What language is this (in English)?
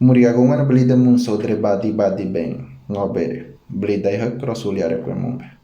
Ngäbere